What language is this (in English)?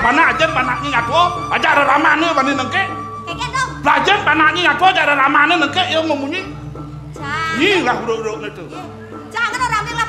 Balinese